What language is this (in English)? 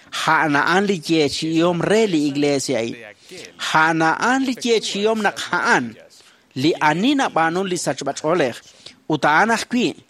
Kekchí